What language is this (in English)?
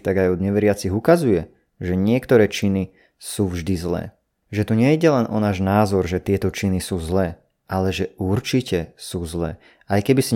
Slovak